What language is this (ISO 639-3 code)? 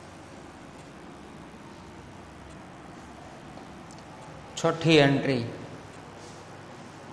guj